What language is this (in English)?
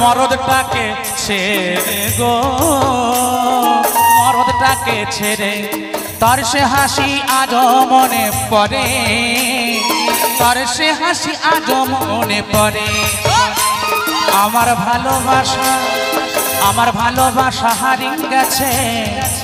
Bangla